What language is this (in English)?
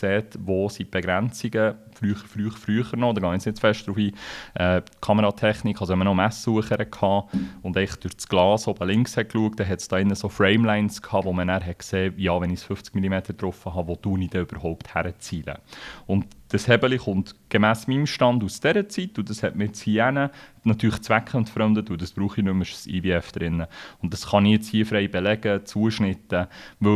Swiss German